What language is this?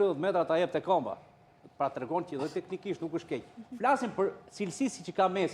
Albanian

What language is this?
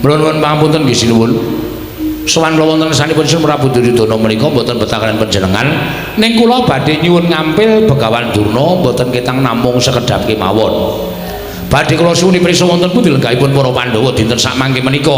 Javanese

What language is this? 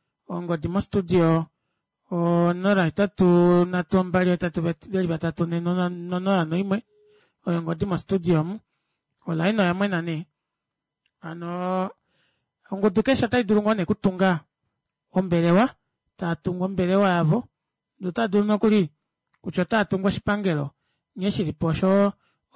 Kuanyama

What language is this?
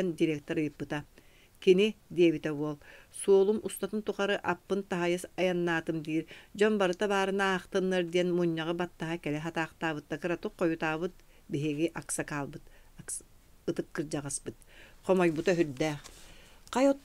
Yakut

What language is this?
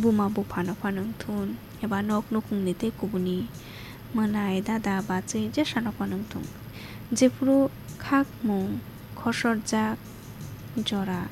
Kok Borok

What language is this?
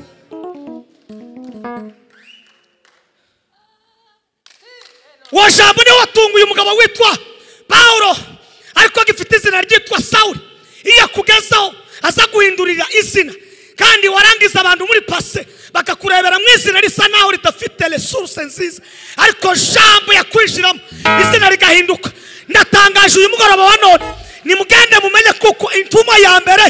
Kinyarwanda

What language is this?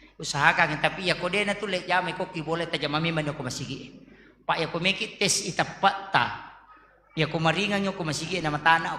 Buginese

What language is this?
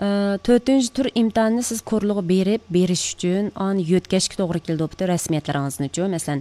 Uyghur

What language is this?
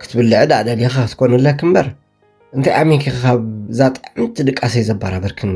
Tigrinya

